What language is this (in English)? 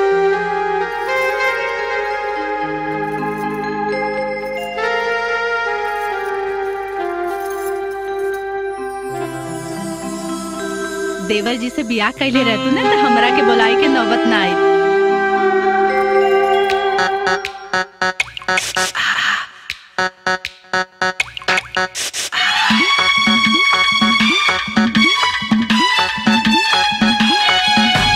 Bhojpuri